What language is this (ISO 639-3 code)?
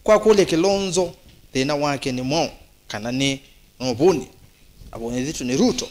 kam